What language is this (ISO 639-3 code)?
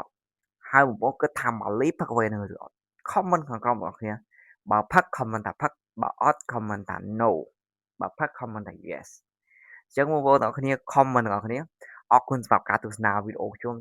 khm